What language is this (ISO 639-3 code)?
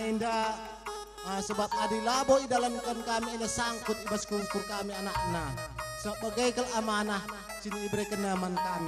btx